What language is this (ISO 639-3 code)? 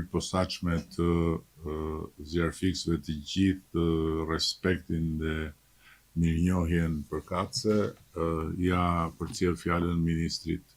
sqi